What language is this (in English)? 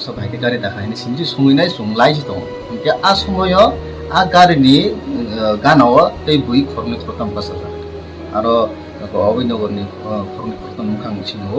Kok Borok